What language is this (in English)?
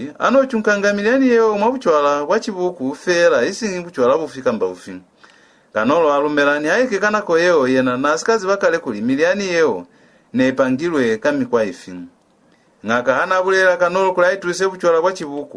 Lozi